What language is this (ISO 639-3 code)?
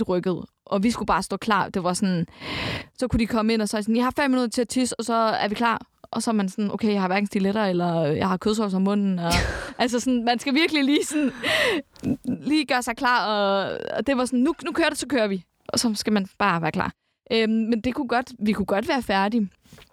dan